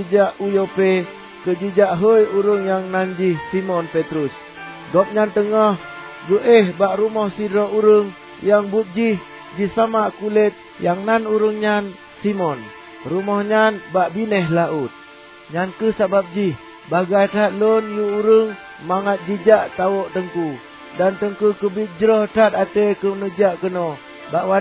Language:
Achinese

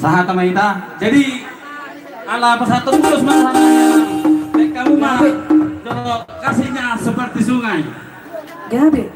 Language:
Batak Toba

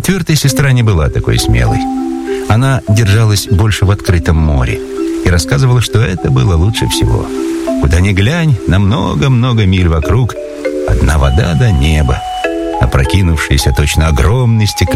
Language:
Russian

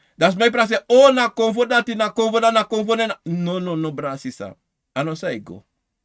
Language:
Sranan Tongo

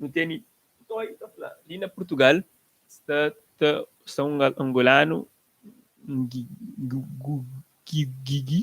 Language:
Kabuverdianu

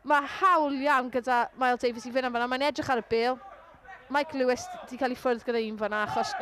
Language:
Welsh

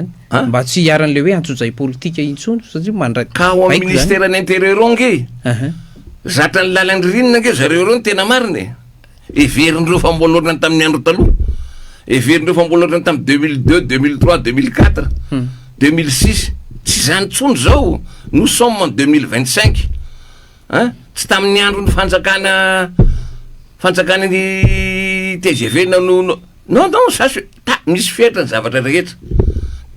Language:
Malagasy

